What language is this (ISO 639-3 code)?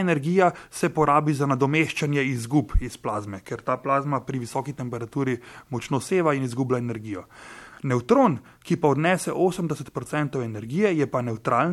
slv